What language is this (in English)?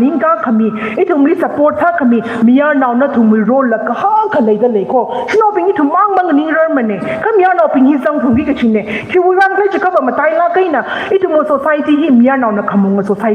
Tangkhul Naga (India)